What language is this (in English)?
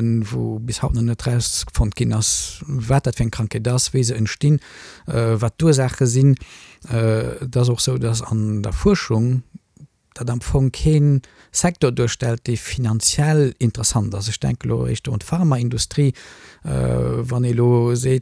Luxembourgish